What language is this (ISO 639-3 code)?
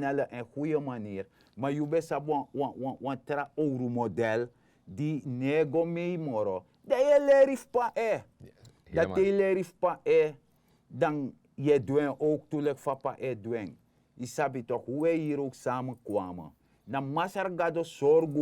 srn